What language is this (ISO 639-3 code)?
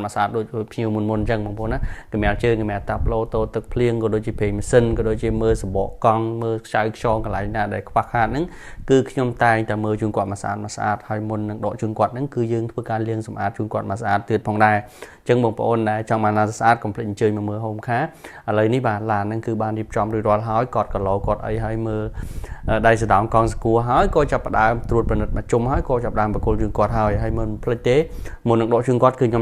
khm